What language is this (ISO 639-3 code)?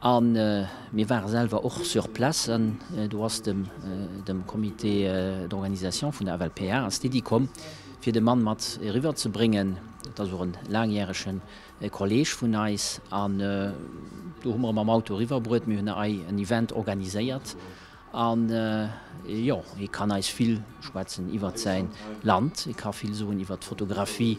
ltz